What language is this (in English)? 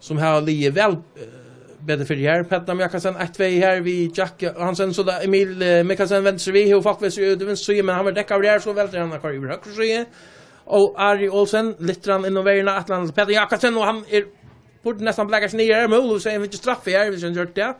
Faroese